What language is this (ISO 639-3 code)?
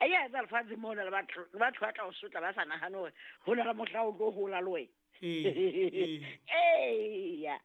sot